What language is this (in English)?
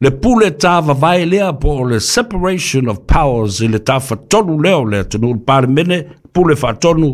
Samoan